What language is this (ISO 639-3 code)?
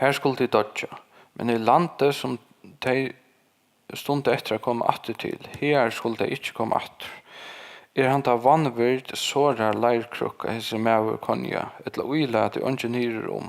fao